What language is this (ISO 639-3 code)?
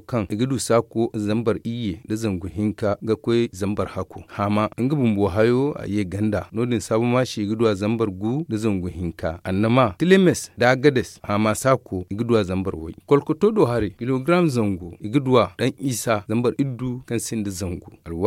dje